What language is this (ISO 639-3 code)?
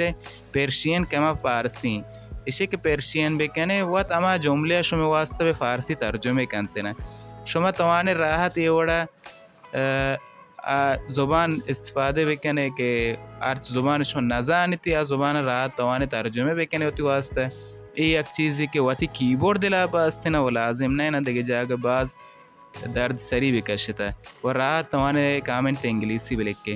bal